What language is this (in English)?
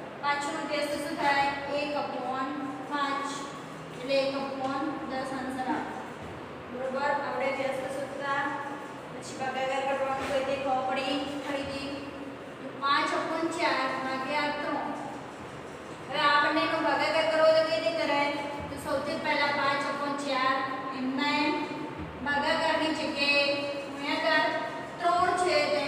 Gujarati